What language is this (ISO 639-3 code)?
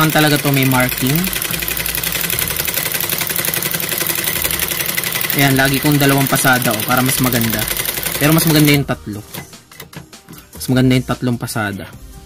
fil